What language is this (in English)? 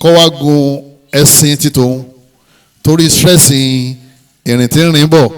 Yoruba